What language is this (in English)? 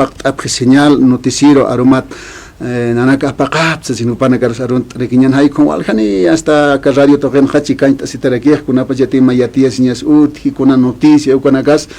Aymara